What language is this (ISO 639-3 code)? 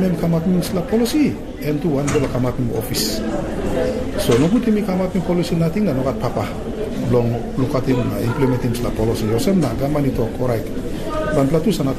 tpi